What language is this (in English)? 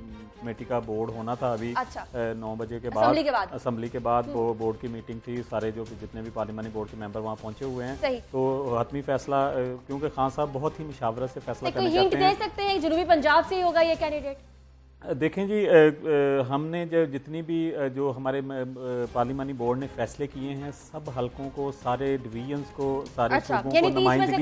Urdu